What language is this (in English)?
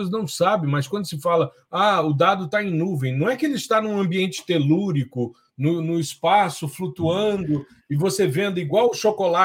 Portuguese